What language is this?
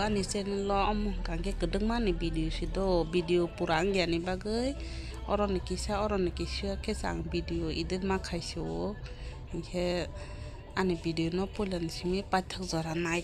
Kok Borok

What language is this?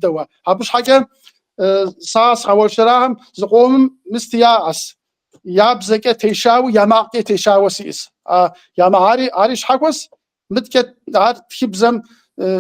Kabardian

